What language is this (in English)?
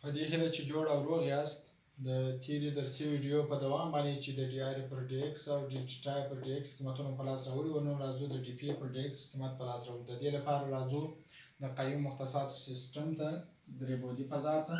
Pashto